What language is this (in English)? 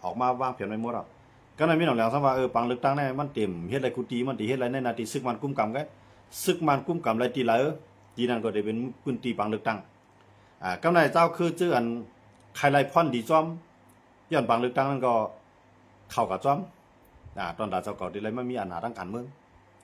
Shan